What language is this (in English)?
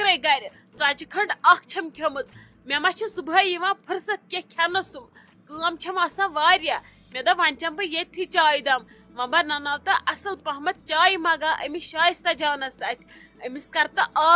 Kashmiri